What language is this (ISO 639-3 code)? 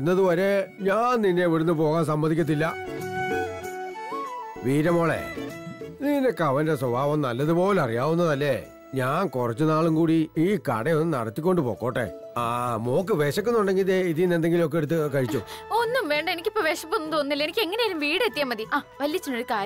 mal